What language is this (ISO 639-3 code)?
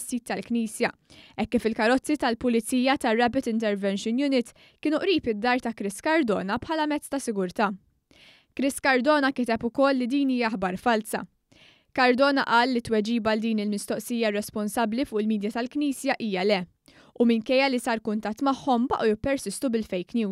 mlt